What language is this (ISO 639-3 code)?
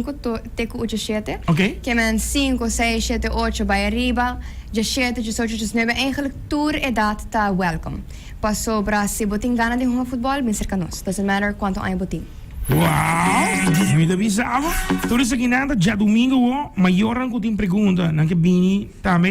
pap